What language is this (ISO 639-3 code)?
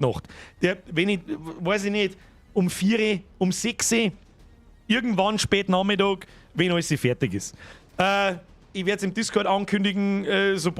bar